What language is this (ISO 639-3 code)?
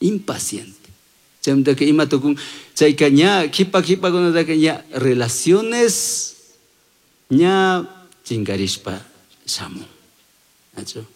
qug